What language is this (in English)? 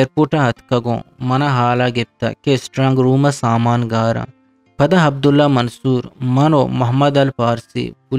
Eastern Balochi